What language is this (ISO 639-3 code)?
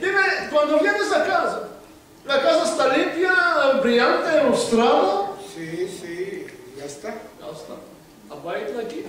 lad